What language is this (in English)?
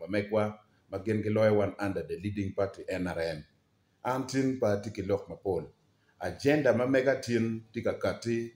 Acoli